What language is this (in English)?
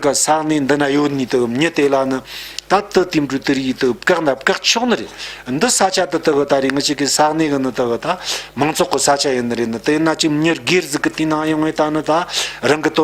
Tibetan